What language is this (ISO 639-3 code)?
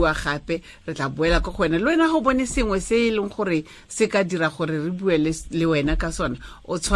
tsn